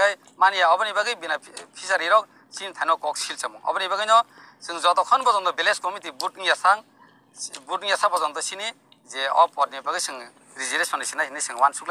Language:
Kok Borok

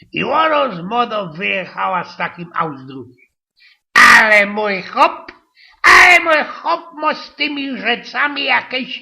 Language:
Silesian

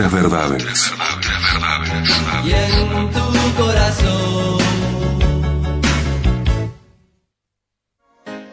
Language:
Spanish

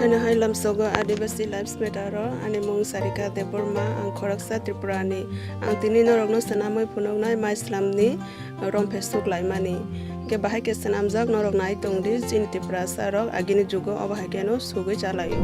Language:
Kok Borok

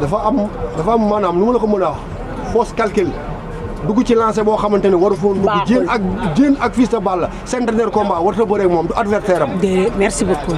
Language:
Wolof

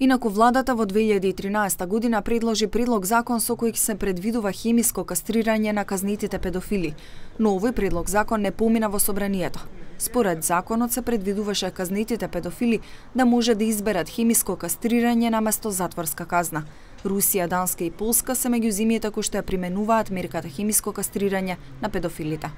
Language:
Macedonian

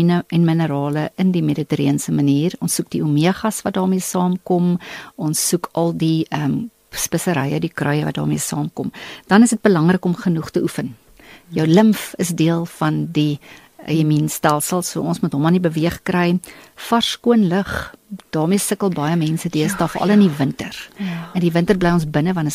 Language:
Afrikaans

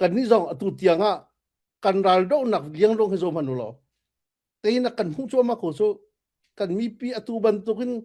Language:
Falam Chin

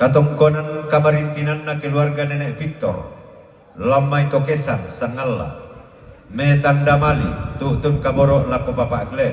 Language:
Toraja-Sa'dan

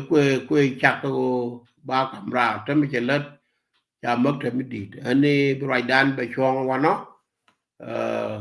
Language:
Nuer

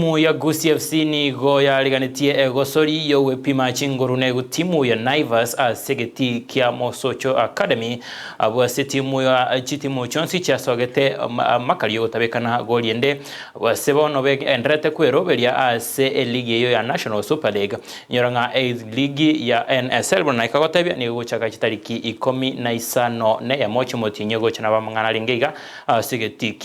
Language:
Gusii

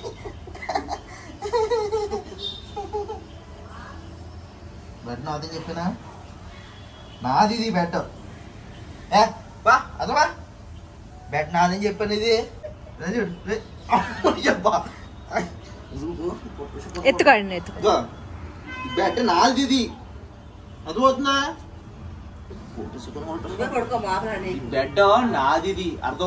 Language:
Telugu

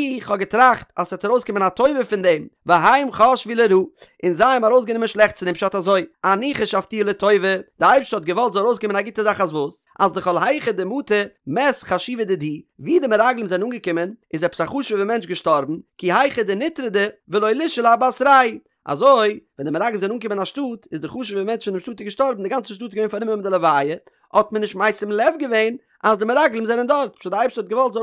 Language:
Yiddish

